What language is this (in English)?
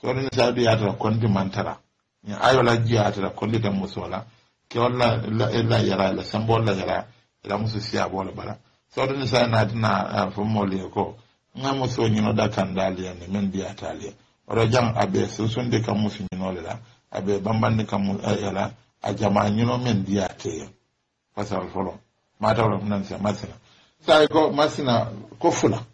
Mandingo